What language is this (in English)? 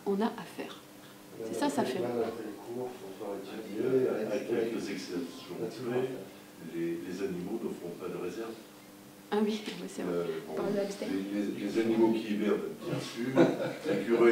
French